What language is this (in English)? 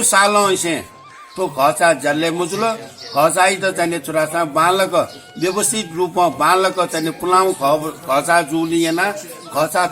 Newari